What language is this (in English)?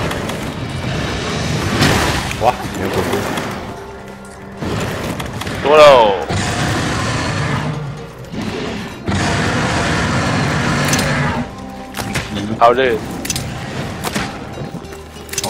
Chinese